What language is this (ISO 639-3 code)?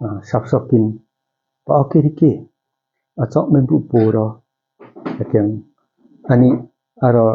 lif